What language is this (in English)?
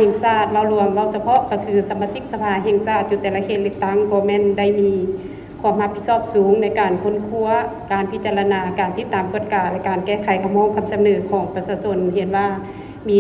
Lao